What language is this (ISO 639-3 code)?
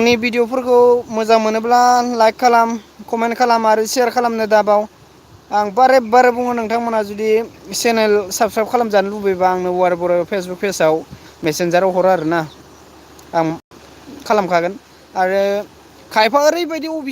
brx